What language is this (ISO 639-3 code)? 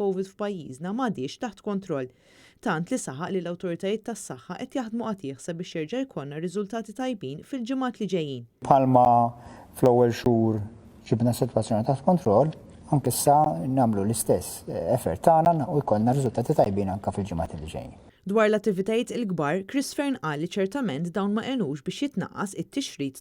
mlt